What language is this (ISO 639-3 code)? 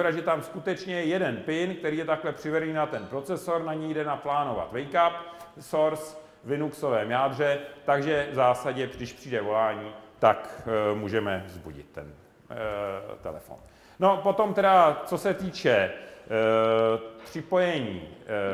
ces